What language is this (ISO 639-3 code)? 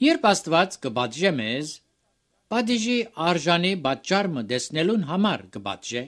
hye